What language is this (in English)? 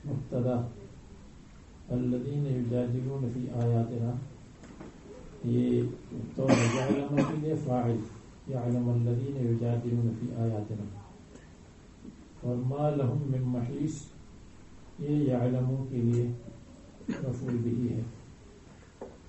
Urdu